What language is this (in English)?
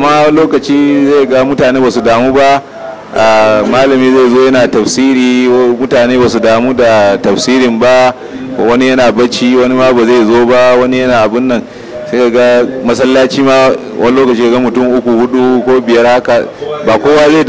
Hausa